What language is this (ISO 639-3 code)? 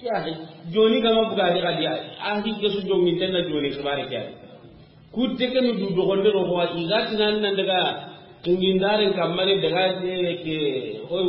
snk